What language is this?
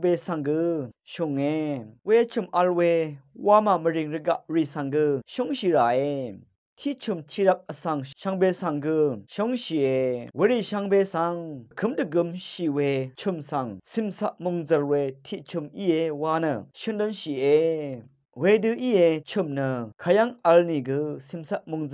Rawang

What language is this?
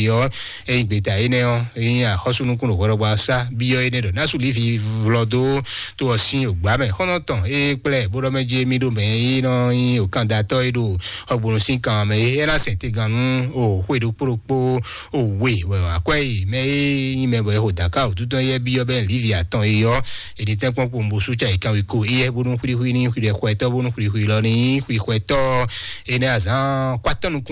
Fon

